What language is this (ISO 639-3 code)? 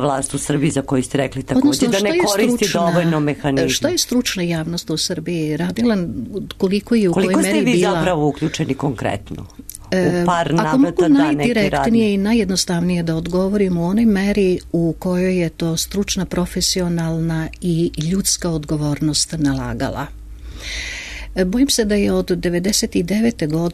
srp